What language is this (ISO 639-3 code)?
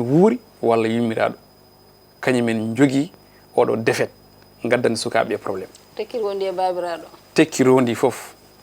ful